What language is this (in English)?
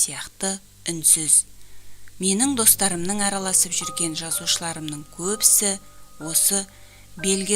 Kazakh